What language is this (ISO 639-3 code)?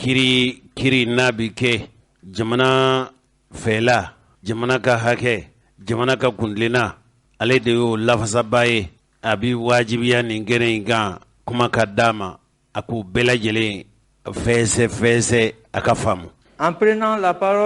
bam